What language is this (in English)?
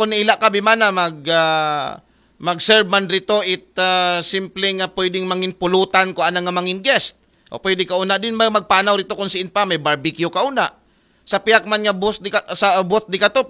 Aklanon